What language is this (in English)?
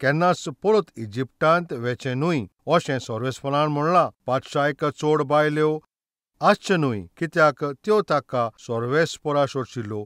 Konkani